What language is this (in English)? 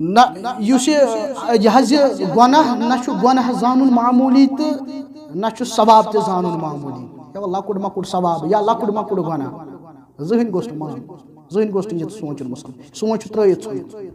Kashmiri